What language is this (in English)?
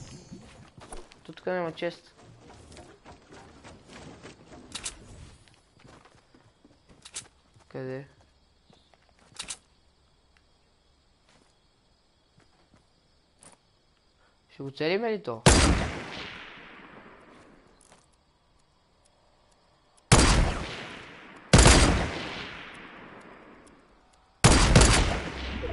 Bulgarian